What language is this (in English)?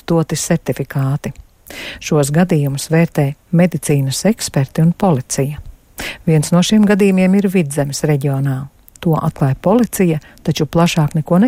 Latvian